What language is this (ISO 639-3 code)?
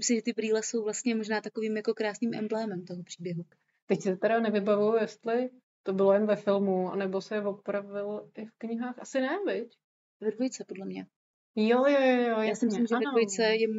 ces